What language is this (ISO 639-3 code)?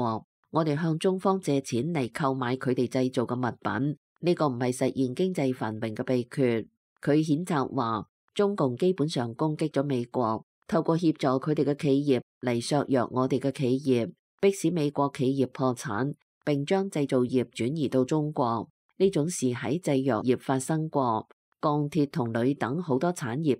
yue